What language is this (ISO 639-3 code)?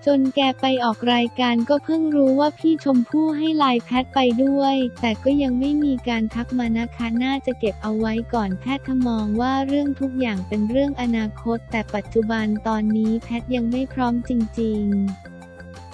tha